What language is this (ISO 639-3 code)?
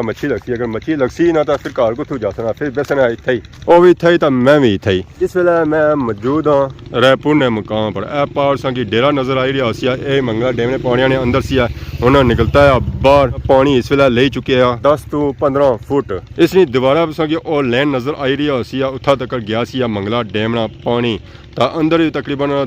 phr